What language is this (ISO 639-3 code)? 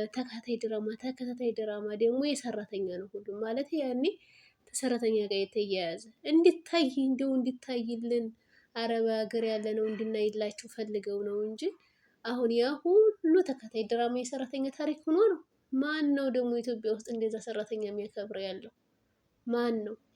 amh